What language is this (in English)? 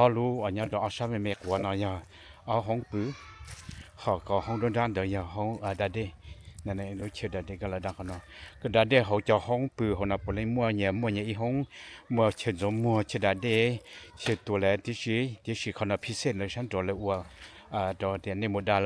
Hmong